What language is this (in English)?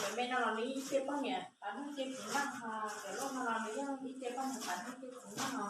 Hmong